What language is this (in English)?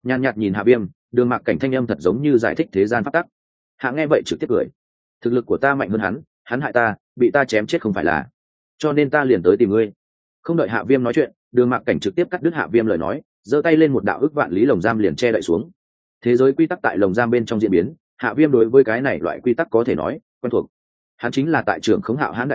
Vietnamese